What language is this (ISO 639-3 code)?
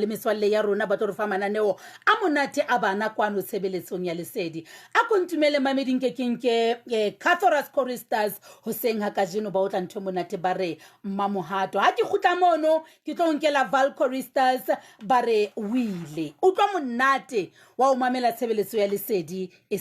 sot